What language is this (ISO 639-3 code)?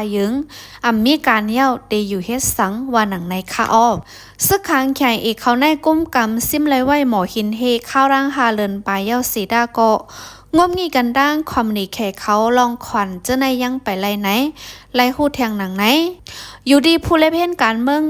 shn